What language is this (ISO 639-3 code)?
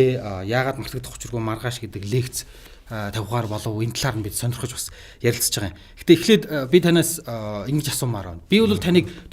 mon